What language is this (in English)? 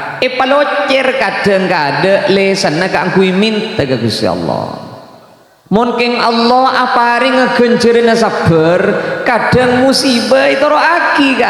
Madurese